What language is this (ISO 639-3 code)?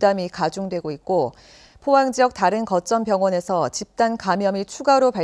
kor